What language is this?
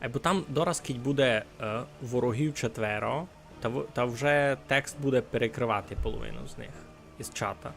Rusyn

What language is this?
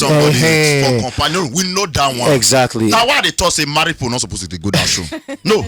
Nigerian Pidgin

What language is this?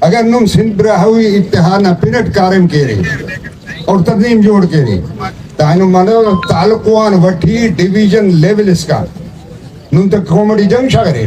Brahui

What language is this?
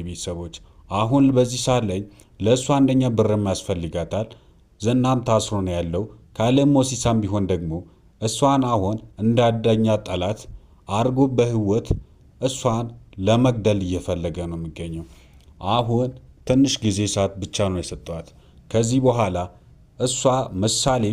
Amharic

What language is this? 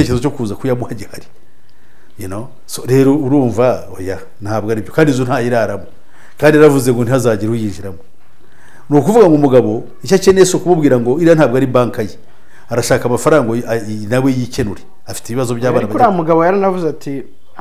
Kinyarwanda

